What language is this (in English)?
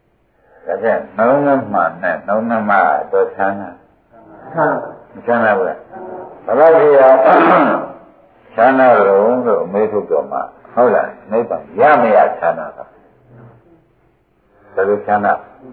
Burmese